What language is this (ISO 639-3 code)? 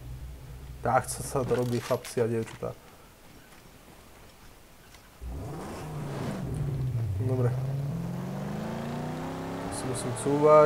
slk